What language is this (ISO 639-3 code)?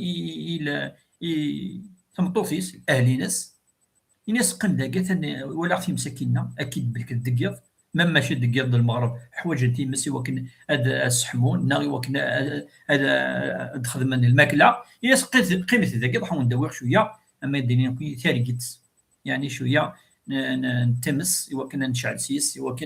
kab